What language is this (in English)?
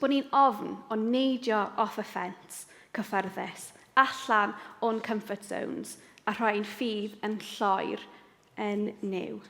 Welsh